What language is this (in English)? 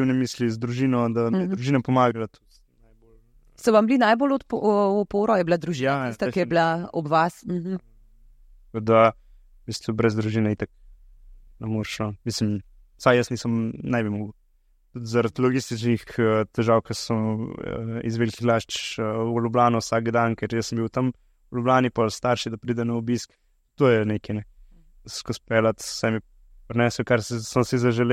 Slovenian